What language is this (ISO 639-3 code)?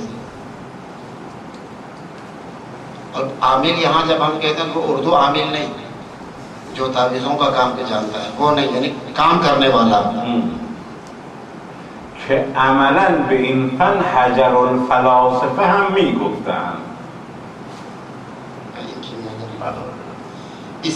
urd